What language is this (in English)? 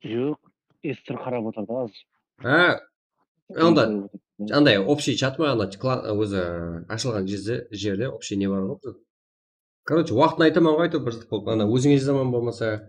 Kara-Kalpak